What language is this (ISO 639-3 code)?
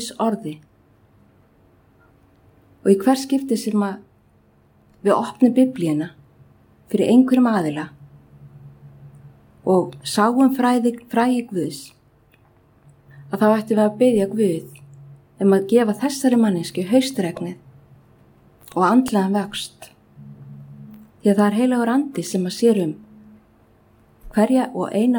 isl